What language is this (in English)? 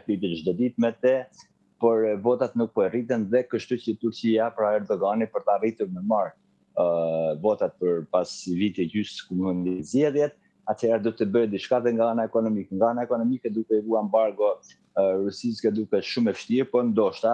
Albanian